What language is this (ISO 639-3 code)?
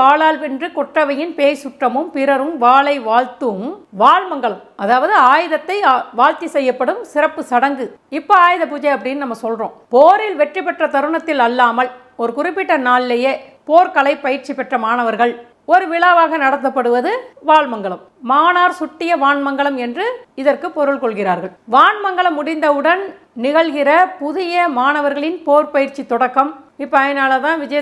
tam